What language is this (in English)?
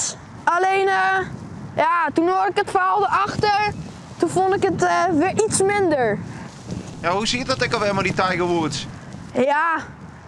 Western Frisian